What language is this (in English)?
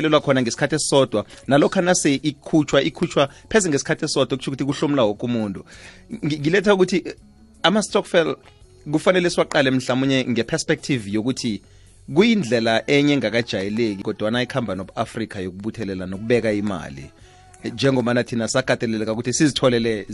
South Ndebele